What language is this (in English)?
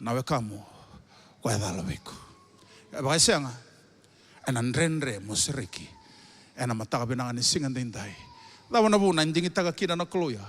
Fijian